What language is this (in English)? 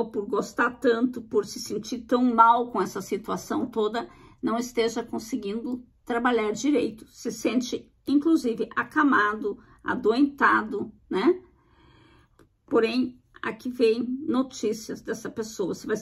Portuguese